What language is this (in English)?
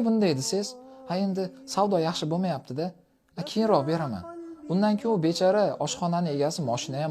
Uzbek